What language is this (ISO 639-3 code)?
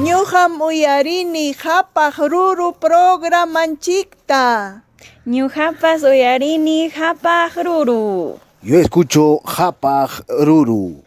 quy